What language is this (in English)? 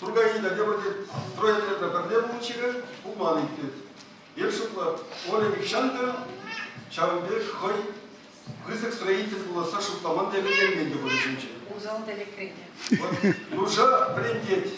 Chuvash